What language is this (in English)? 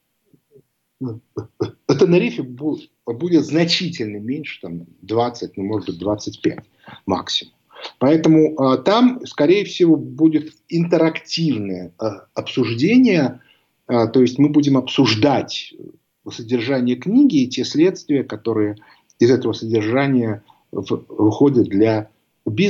Russian